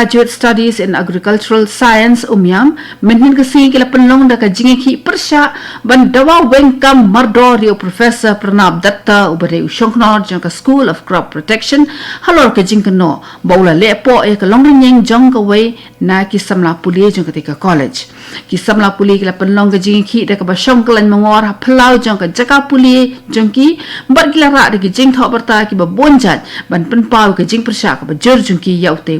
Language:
Khasi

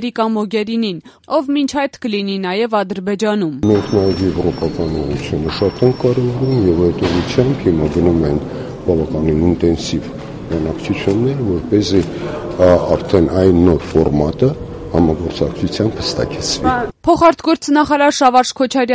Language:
Armenian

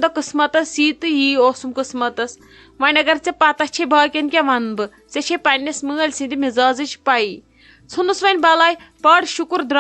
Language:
Kashmiri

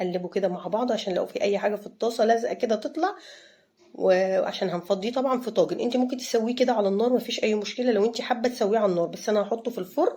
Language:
Egyptian Arabic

